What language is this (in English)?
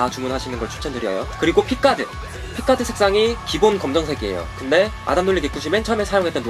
Korean